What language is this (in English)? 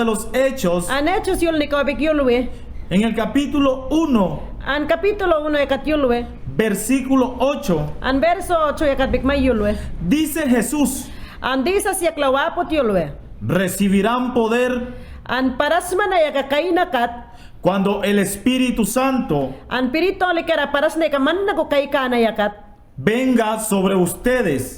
Mayangna